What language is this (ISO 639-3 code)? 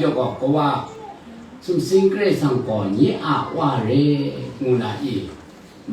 kac